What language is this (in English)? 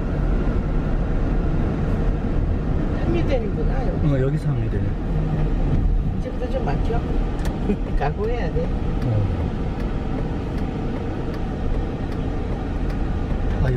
Korean